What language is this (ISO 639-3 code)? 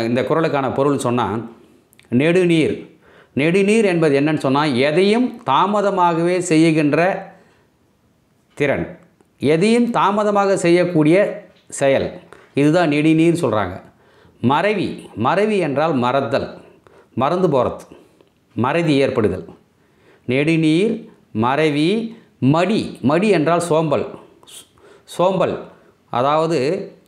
tam